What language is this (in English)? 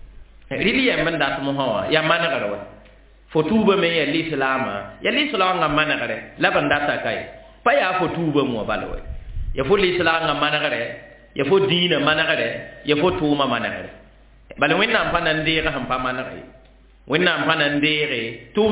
Mossi